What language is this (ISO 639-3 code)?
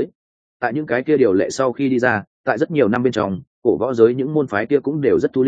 vie